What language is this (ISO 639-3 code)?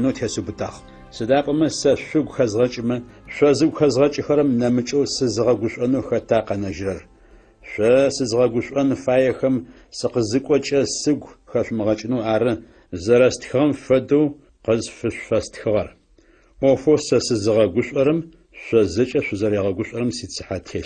ady